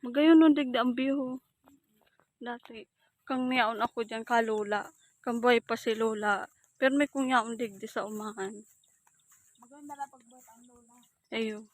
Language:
Bikol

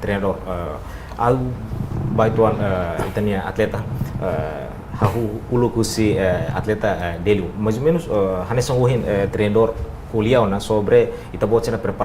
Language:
Tetum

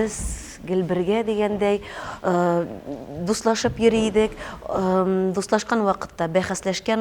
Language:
Tatar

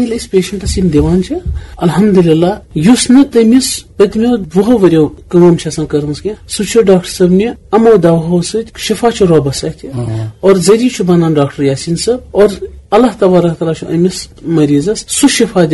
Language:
Kashmiri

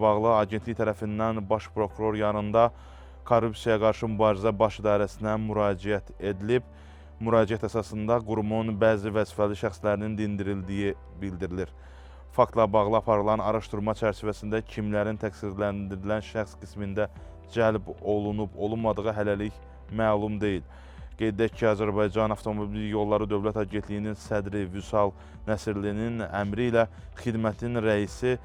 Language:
Azerbaijani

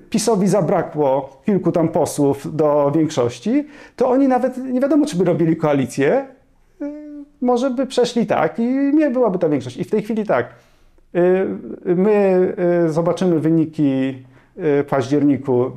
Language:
Polish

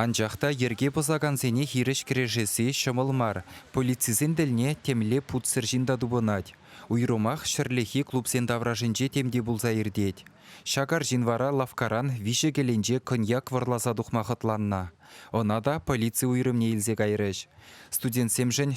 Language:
Chuvash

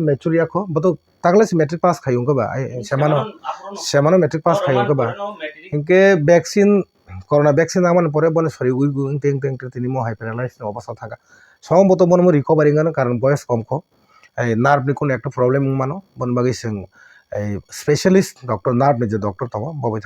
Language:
Kok Borok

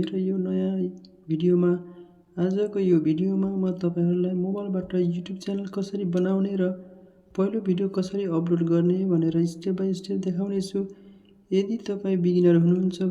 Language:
Nepali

